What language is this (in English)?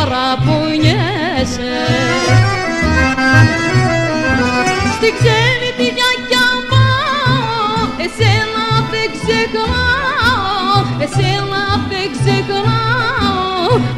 Greek